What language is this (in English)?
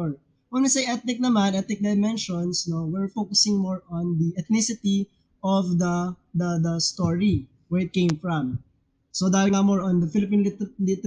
Filipino